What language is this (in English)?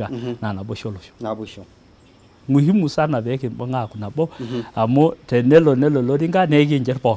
Masai